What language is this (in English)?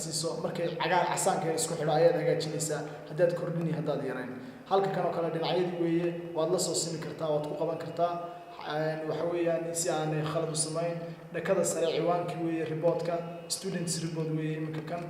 Somali